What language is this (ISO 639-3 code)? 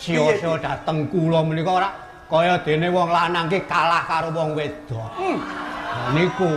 jav